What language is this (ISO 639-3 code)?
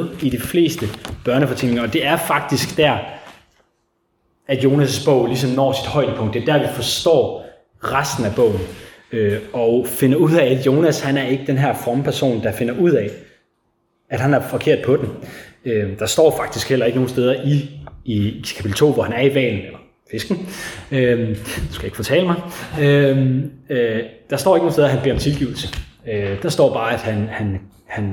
dan